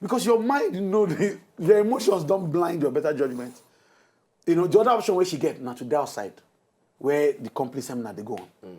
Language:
Nigerian Pidgin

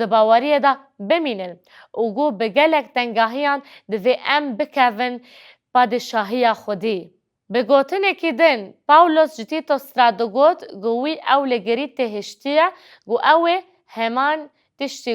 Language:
Kurdish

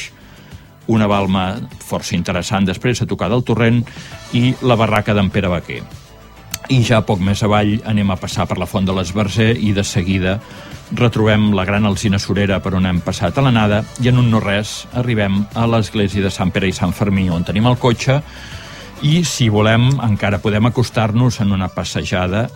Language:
Catalan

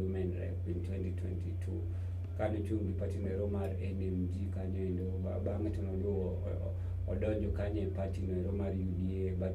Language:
Luo (Kenya and Tanzania)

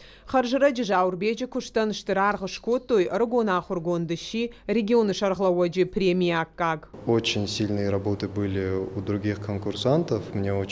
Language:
Ossetic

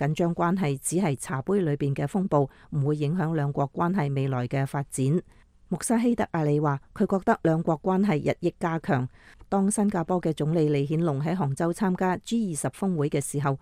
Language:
Cantonese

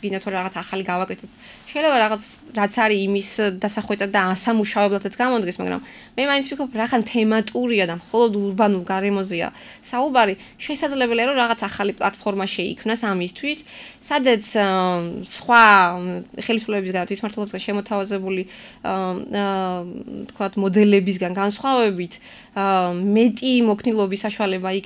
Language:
Georgian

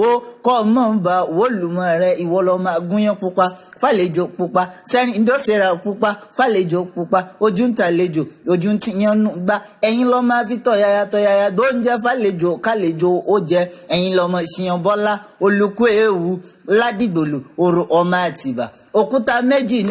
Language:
Yoruba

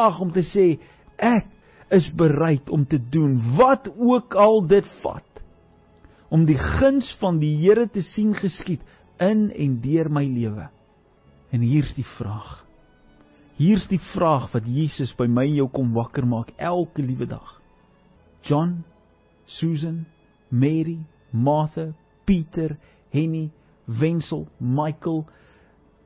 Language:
Afrikaans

